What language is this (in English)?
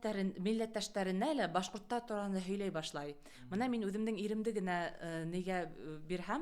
Bashkir